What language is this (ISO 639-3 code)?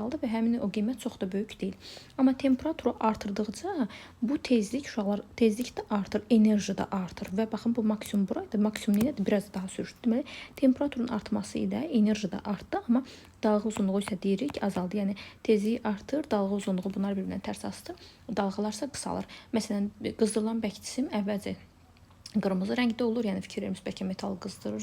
aze